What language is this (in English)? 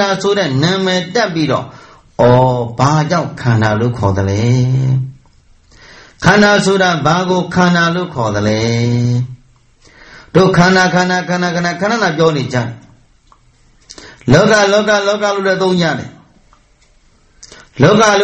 Burmese